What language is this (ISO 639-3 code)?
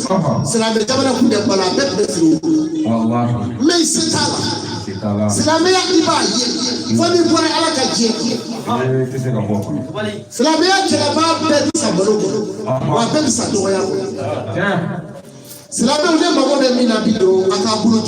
bam